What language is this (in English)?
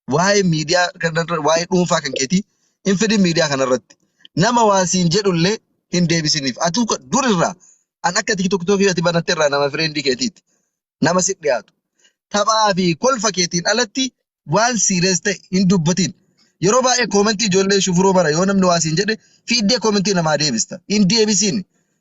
Oromo